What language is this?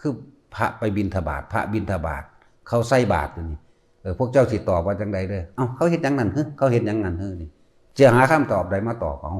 Lao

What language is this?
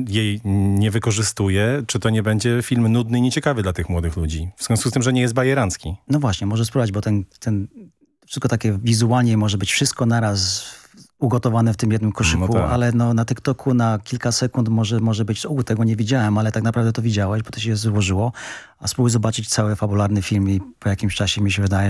Polish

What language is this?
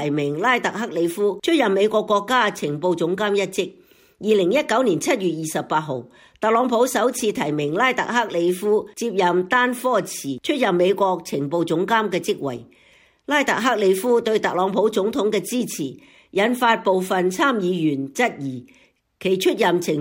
Cantonese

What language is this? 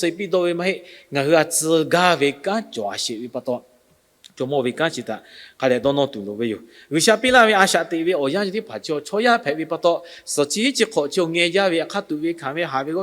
Lahu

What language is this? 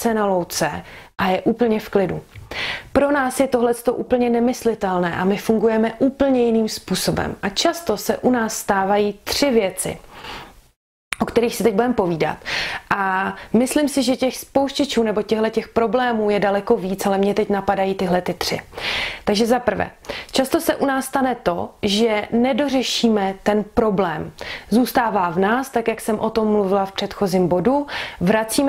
Czech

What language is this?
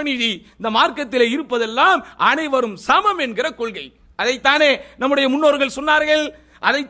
Tamil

